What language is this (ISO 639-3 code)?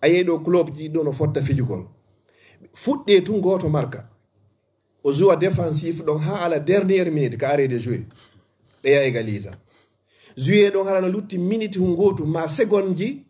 ful